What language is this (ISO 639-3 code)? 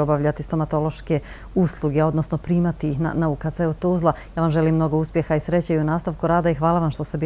bos